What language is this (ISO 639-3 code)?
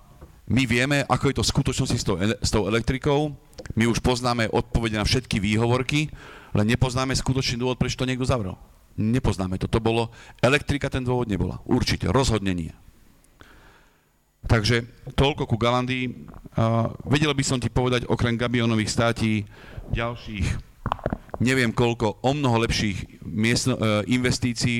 slk